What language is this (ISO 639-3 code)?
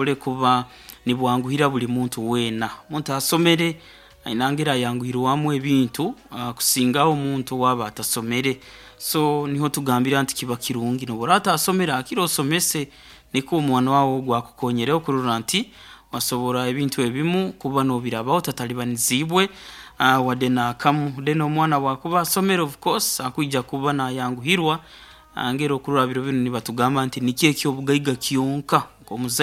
nyo